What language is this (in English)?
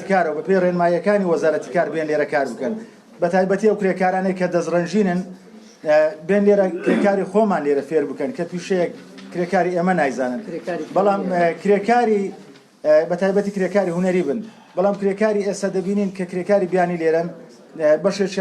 Central Kurdish